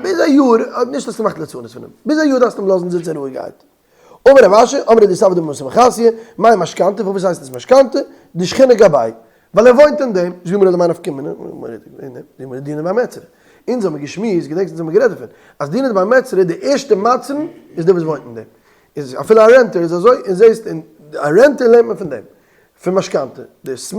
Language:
Yiddish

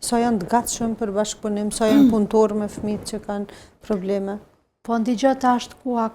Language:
Albanian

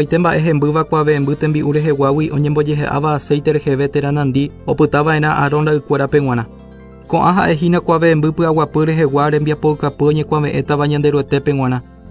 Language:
Guarani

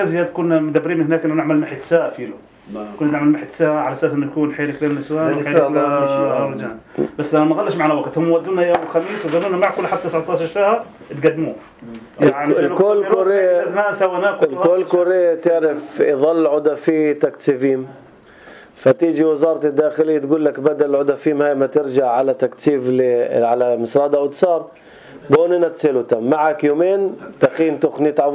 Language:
North Levantine Arabic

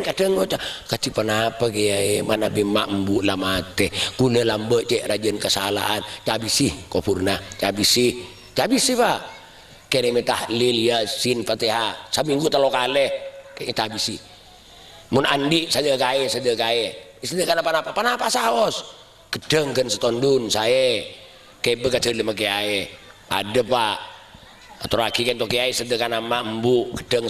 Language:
Madurese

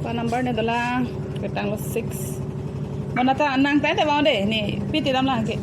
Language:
Karbi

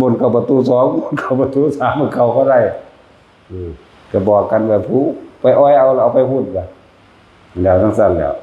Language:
Northeastern Thai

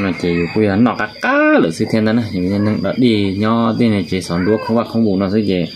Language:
Hmong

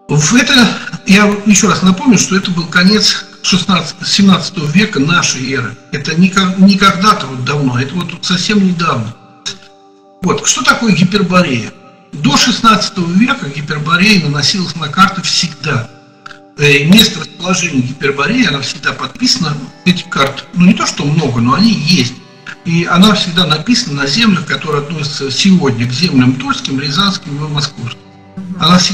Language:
Russian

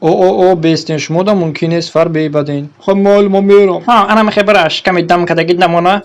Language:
Tajik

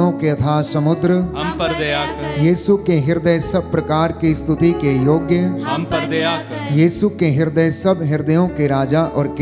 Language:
Hindi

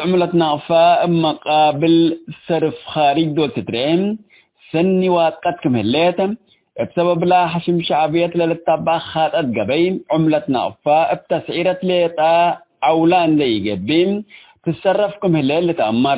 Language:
Tigre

